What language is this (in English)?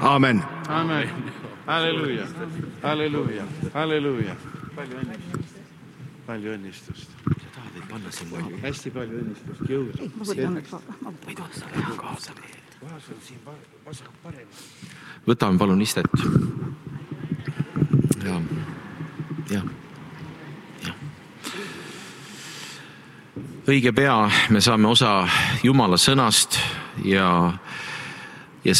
Estonian